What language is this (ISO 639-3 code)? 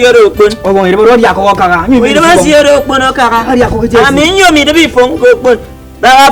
efi